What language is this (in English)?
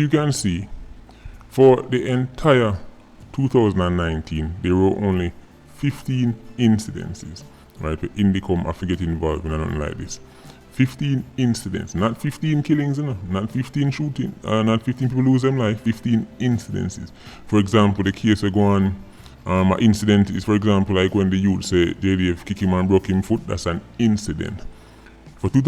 Jamaican Creole English